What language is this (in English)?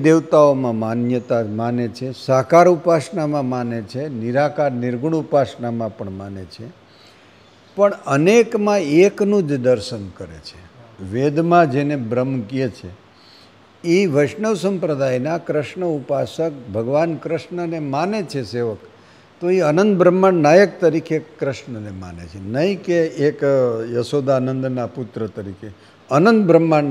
Gujarati